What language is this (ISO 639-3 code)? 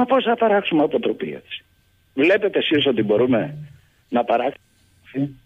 ell